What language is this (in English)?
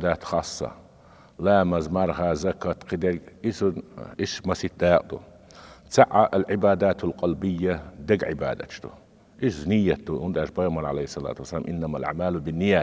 Chechen